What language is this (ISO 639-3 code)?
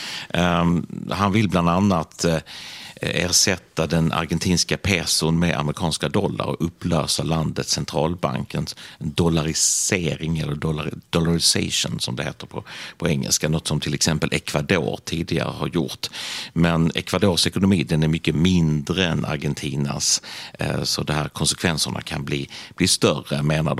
swe